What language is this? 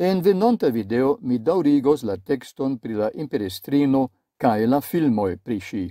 Esperanto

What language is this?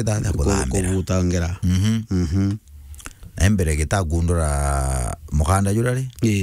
Meru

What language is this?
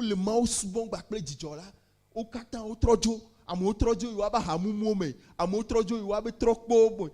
Ewe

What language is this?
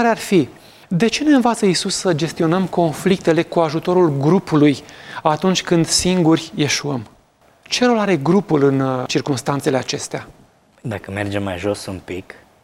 Romanian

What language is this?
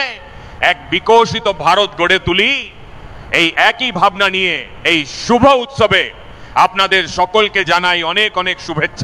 Bangla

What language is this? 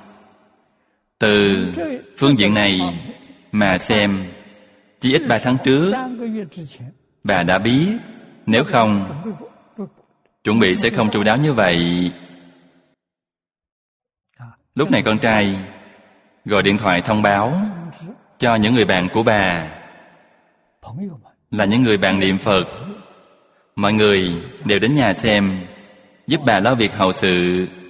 Vietnamese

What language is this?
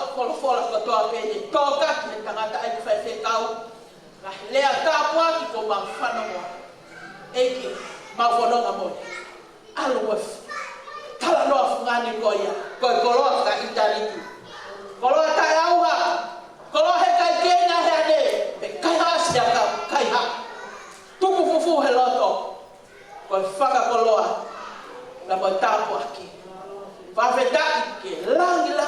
Tongan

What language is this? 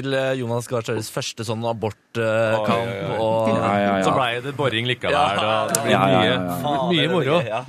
Norwegian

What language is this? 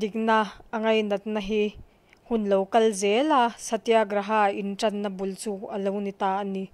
Mizo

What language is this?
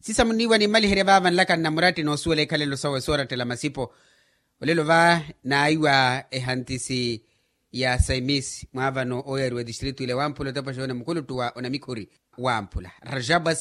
Makhuwa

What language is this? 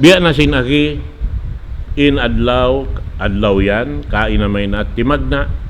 Tausug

